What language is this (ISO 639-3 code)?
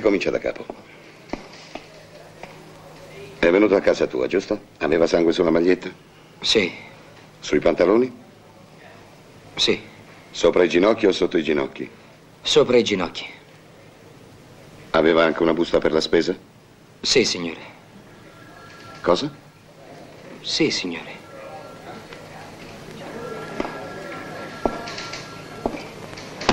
ita